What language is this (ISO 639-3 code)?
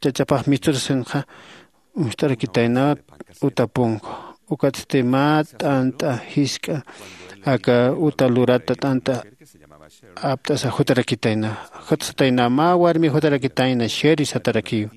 aym